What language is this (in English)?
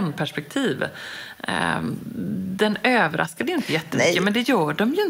Swedish